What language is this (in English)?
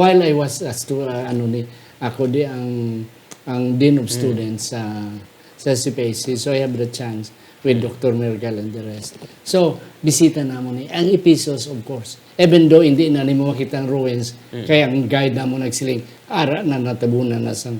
Hiligaynon